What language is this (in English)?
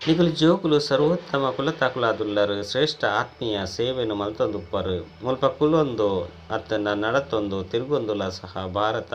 Tulu